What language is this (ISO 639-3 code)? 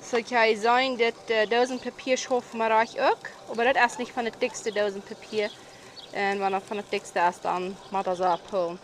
pdt